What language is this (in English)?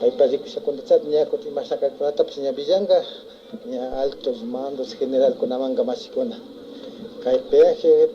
Imbabura Highland Quichua